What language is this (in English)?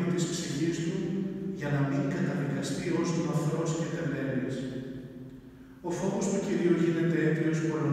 Greek